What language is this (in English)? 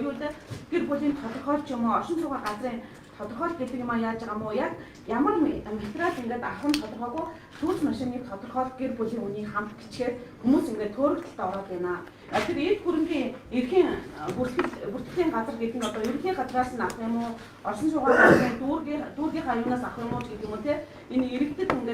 Mongolian